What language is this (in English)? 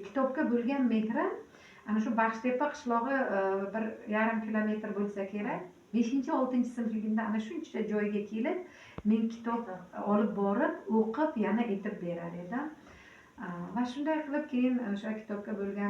Uzbek